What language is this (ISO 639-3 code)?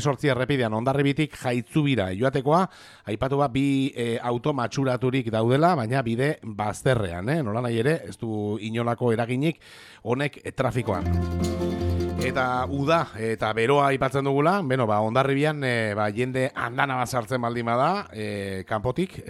eus